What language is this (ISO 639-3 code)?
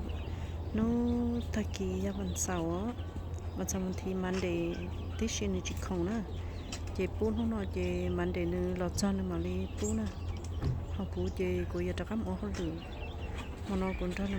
hmn